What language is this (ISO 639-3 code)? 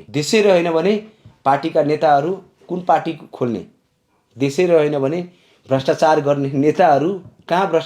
nep